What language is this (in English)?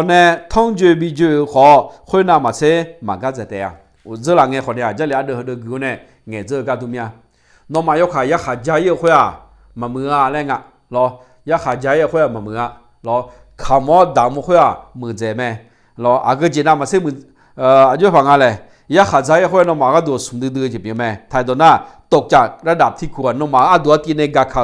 Akha